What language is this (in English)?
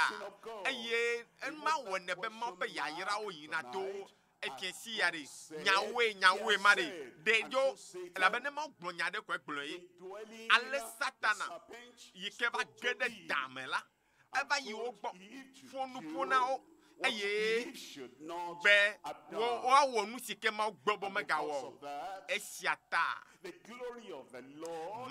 Ewe